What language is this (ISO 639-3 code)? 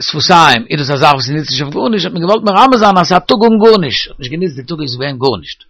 yid